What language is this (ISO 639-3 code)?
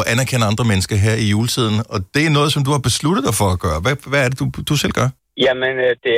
dan